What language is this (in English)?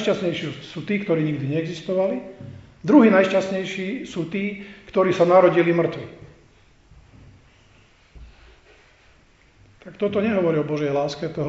Slovak